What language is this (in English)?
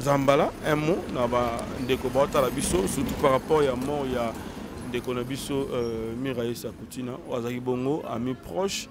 Lingala